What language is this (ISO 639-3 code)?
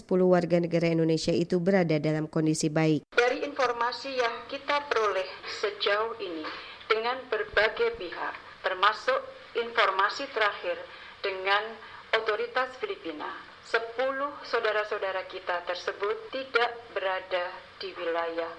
ind